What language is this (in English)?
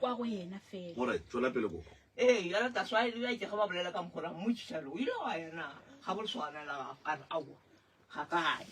Northern Sotho